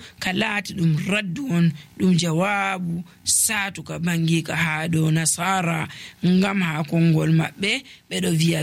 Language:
Nigerian Fulfulde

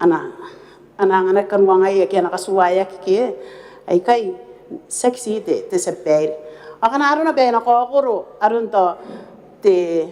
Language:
Gilbertese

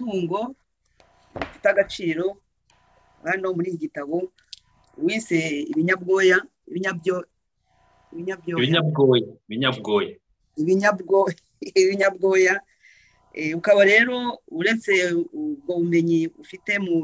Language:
Kinyarwanda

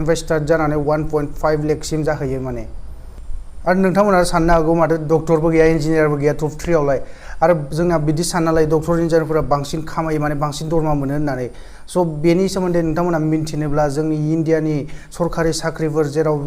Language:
Bodo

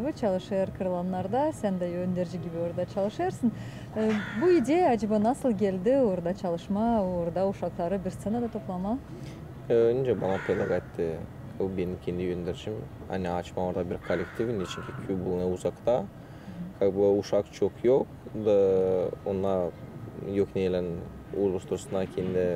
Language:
Gagauz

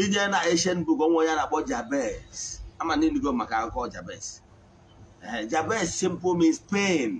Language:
Igbo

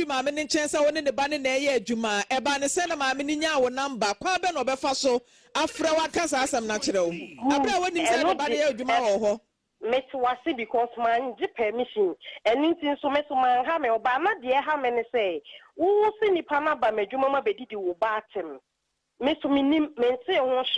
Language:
Akan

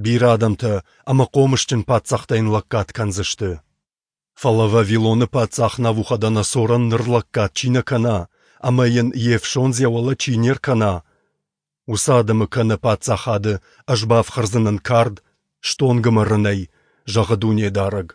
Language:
Ossetic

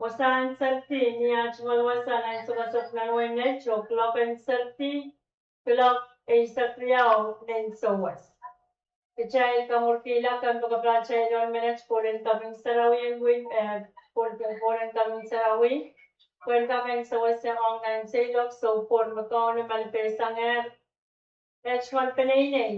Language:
Pohnpeian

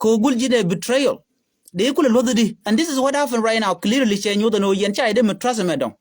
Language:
Nuer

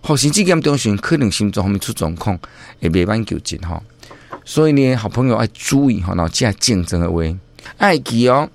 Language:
Min Nan Chinese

